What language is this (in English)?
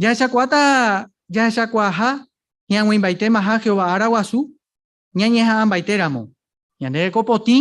Guarani